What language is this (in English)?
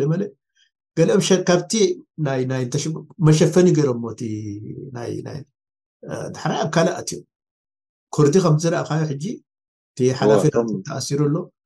Tigrinya